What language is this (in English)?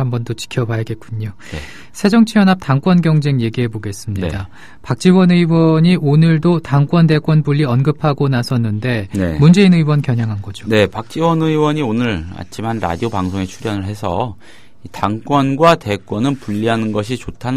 Korean